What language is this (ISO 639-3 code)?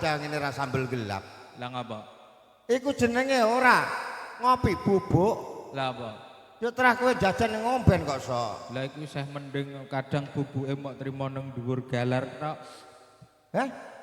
jav